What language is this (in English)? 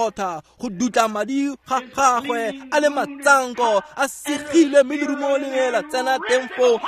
Tswana